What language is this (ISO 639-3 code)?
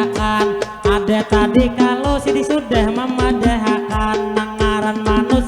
bjn